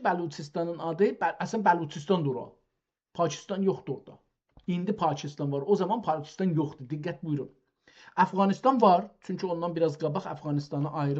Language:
South Azerbaijani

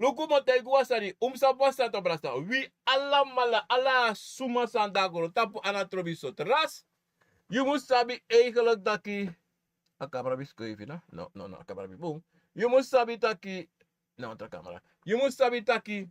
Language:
Sranan Tongo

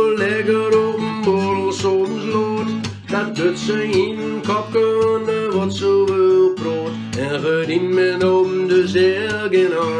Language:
Gronings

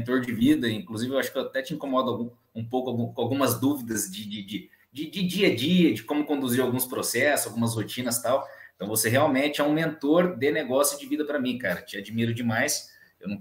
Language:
Portuguese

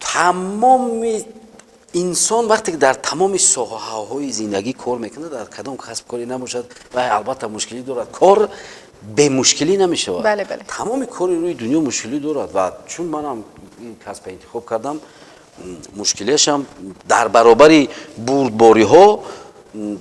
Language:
Tajik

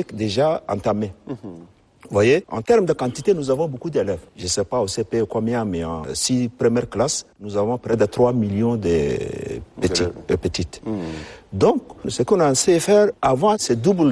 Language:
French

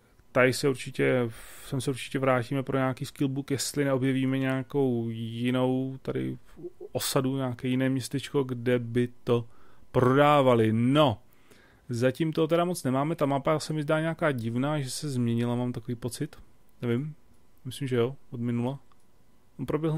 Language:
Czech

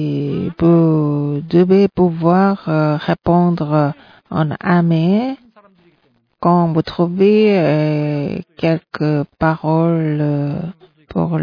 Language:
French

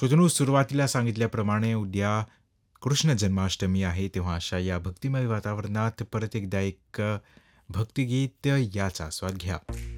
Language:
Marathi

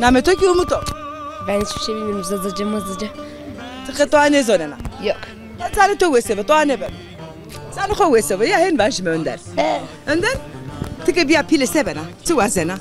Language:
Zaza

